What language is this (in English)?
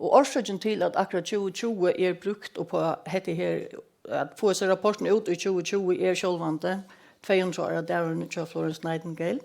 Faroese